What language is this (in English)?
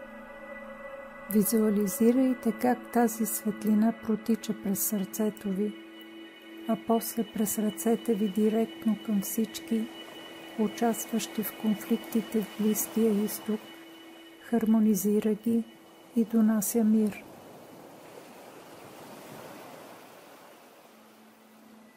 Bulgarian